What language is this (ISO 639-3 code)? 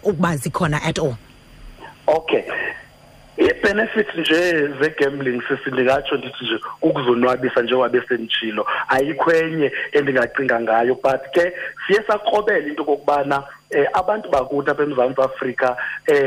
xho